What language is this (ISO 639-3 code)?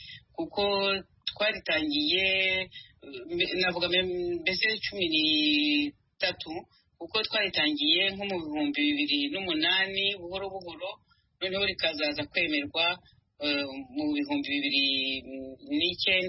kin